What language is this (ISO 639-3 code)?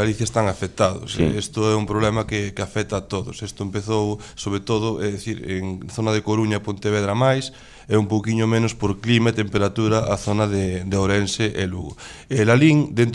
glg